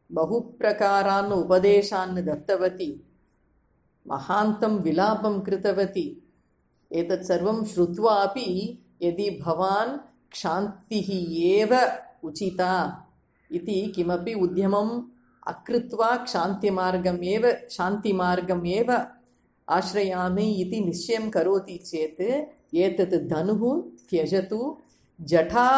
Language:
Sanskrit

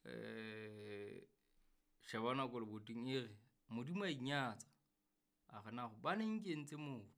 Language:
Southern Sotho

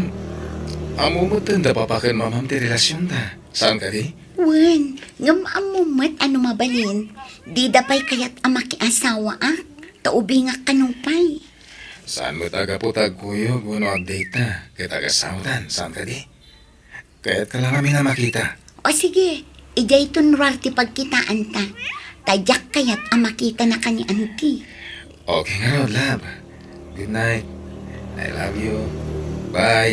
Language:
Iloko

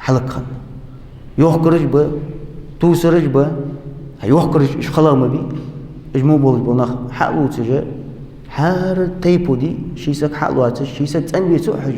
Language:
Ingush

